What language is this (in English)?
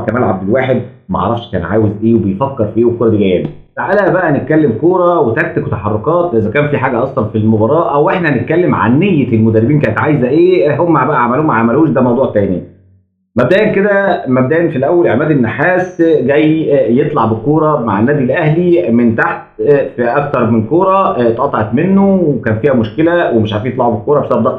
Egyptian Arabic